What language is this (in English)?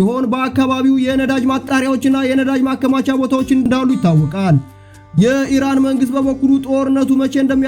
Amharic